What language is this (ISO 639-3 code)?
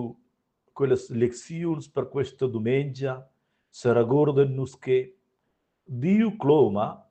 roh